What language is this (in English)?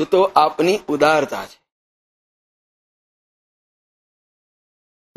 Gujarati